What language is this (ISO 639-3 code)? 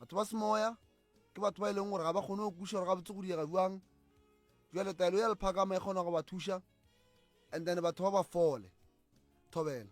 nso